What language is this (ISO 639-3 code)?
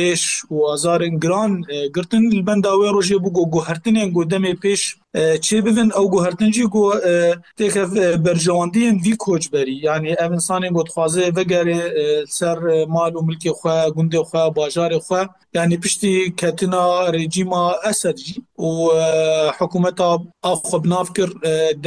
kur